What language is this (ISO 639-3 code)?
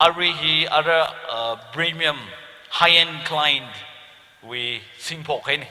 nmf